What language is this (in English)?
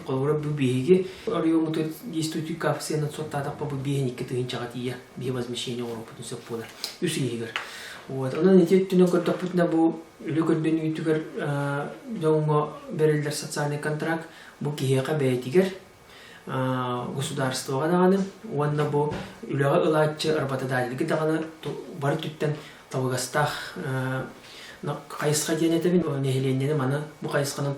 Yakut